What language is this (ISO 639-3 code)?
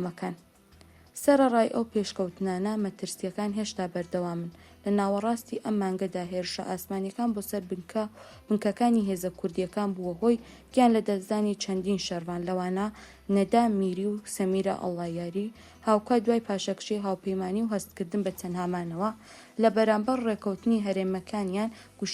ckb